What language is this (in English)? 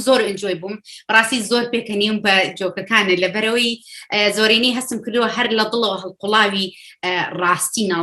Central Kurdish